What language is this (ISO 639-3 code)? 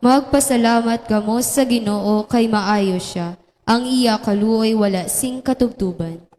hil